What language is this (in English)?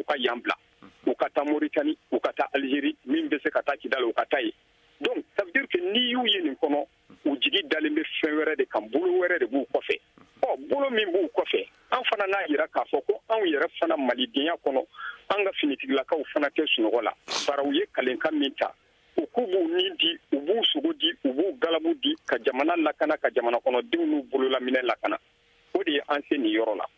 Bambara